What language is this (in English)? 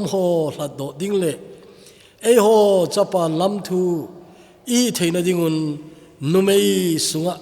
Thado Chin